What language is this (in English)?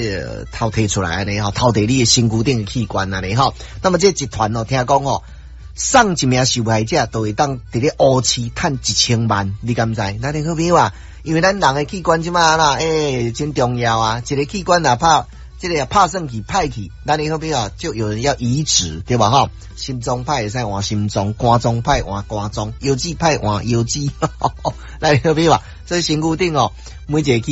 Min Nan Chinese